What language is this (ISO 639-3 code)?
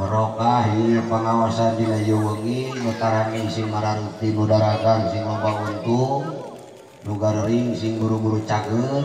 sun